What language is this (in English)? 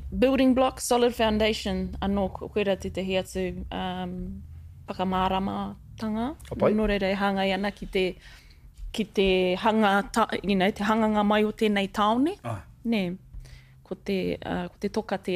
Māori